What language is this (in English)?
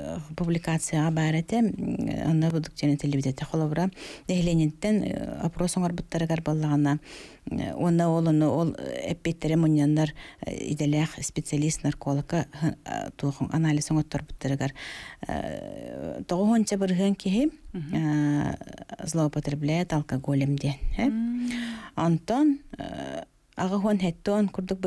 Yakut